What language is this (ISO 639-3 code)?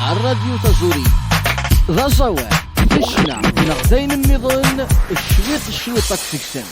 kab